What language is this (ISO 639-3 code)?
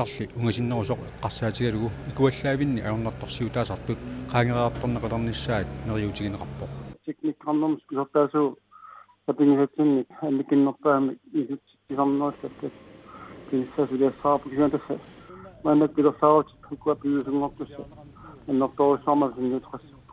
kal